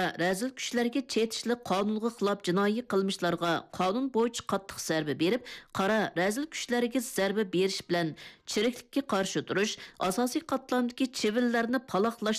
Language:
Uyghur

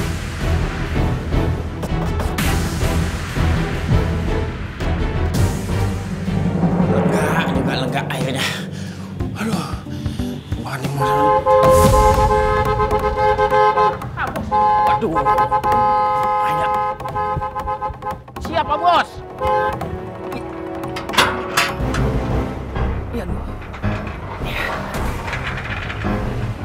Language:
Indonesian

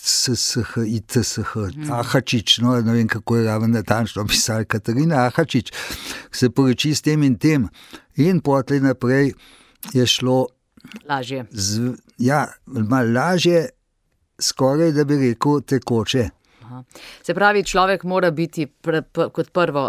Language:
Slovenian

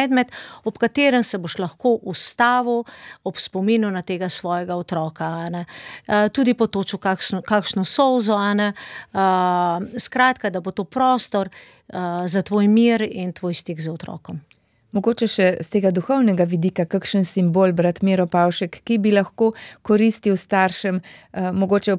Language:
Slovenian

